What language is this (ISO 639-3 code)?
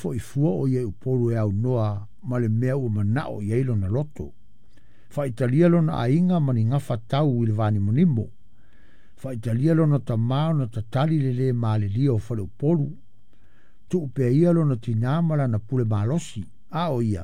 smo